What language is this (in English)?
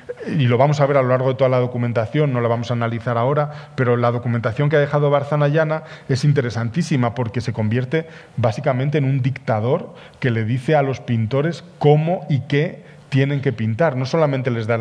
Spanish